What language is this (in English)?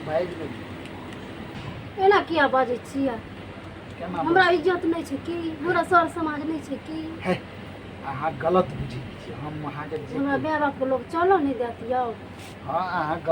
Maithili